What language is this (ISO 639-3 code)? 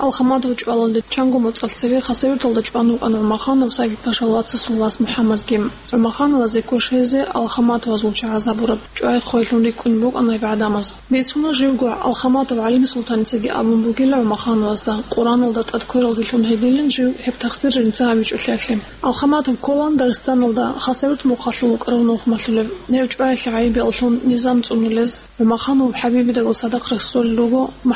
ava